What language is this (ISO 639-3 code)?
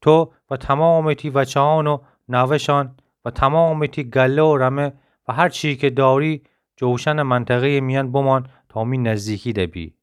glk